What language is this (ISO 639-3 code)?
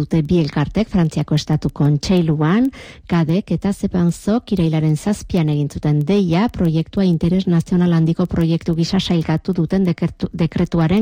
eus